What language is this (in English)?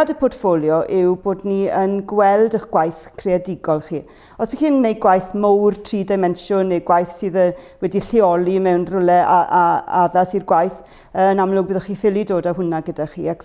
Welsh